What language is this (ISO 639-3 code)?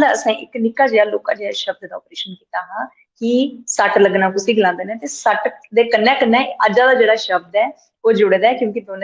doi